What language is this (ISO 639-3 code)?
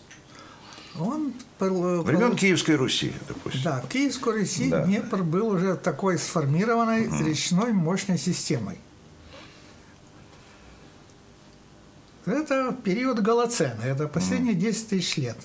rus